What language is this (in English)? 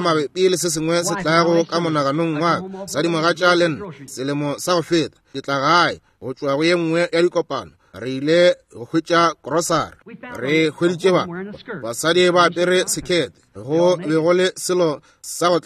Northern Sotho